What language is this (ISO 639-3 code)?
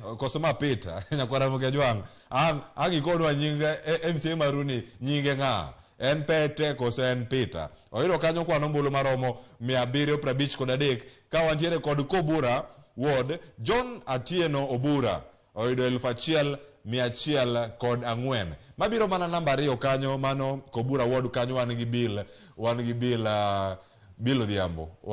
luo